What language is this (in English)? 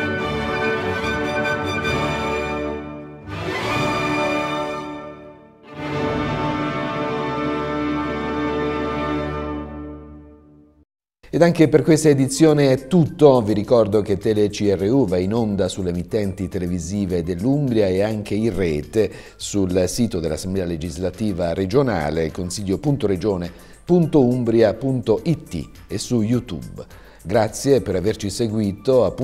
Italian